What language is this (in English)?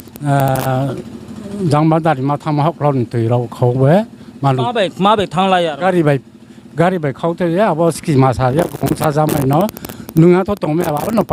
Riang (India)